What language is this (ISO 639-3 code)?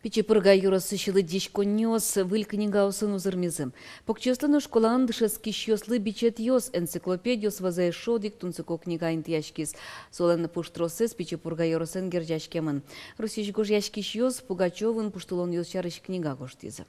udm